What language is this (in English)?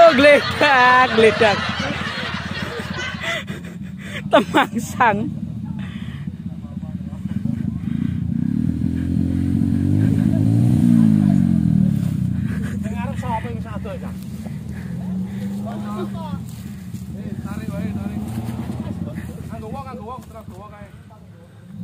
Indonesian